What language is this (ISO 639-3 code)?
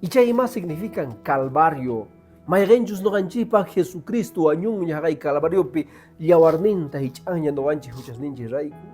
que